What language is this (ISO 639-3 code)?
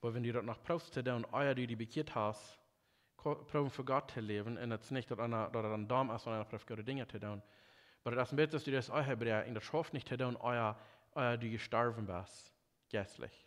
pdt